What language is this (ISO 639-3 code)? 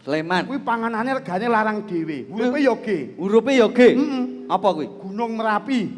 jav